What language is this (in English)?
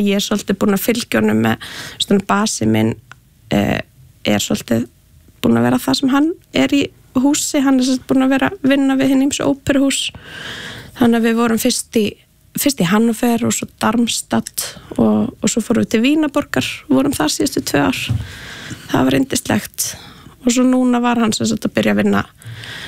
Icelandic